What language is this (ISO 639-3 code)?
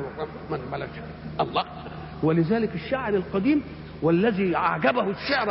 ara